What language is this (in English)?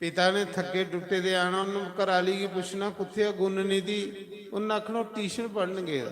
Dogri